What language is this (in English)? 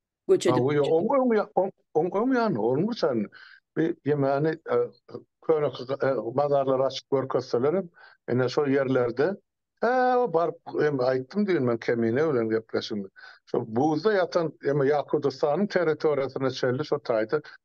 Turkmen